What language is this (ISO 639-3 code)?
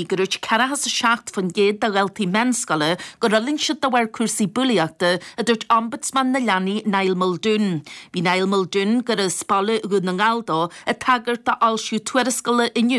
gle